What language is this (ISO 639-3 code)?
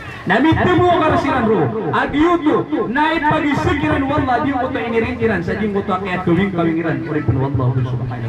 mrw